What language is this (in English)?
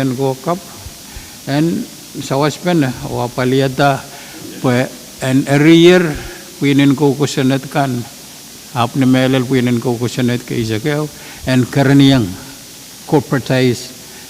Pohnpeian